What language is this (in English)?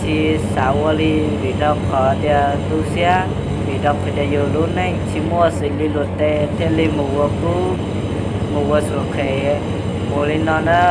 Hmong